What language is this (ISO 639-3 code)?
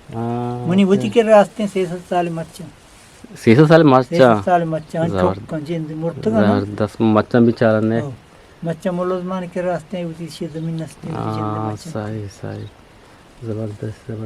bgp